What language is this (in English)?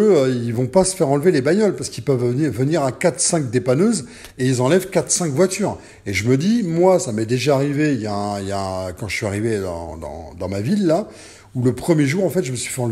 French